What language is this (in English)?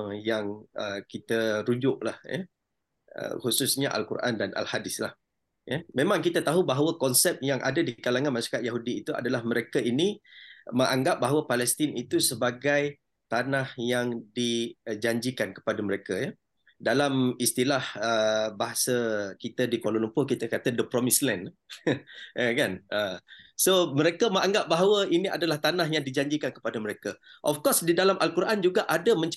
Malay